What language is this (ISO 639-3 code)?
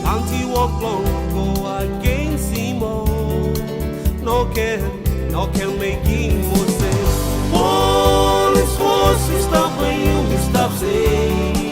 tpi